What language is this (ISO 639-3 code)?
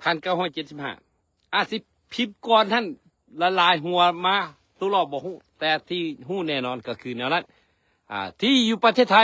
lao